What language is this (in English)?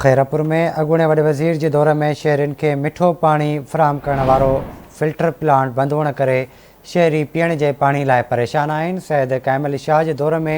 Sindhi